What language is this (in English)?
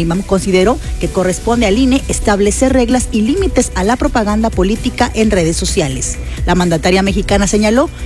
Spanish